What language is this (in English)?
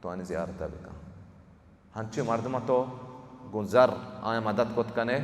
Baluchi